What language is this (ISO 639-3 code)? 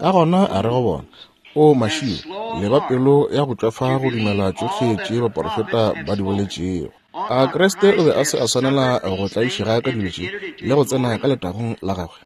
nso